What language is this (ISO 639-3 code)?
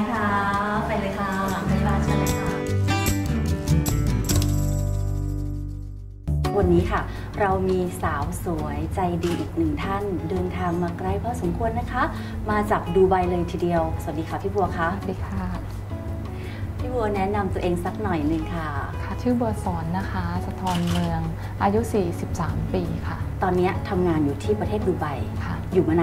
tha